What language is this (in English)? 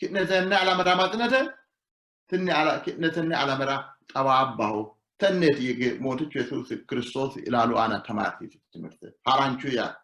Sidamo